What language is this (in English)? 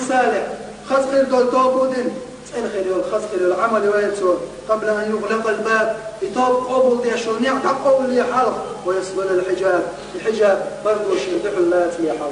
Chechen